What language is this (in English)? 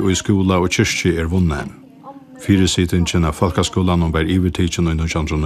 Faroese